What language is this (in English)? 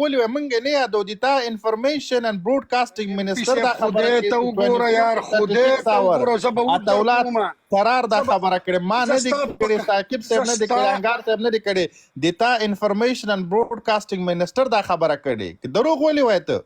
Pashto